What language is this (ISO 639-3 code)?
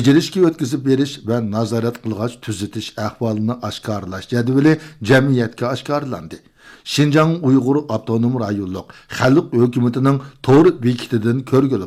uig